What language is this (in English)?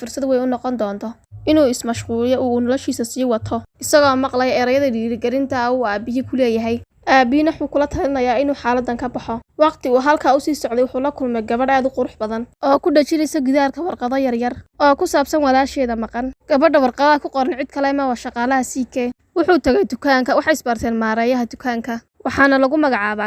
Somali